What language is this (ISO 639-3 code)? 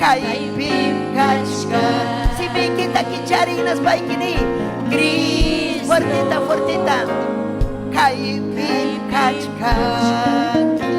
quy